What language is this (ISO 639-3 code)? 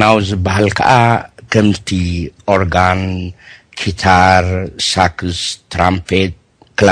tir